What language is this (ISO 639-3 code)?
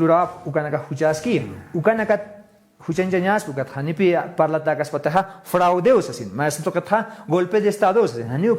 aym